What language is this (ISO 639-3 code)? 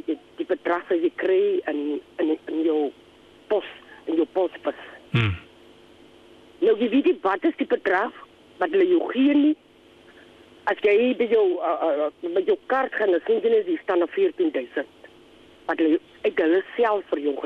afr